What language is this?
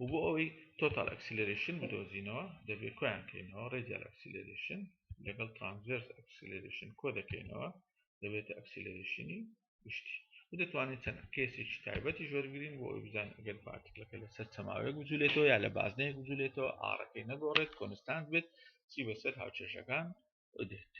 Central Kurdish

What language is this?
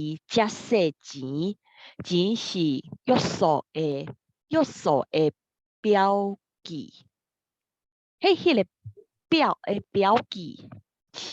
Min Nan Chinese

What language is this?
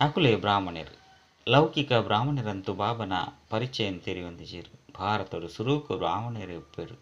Tulu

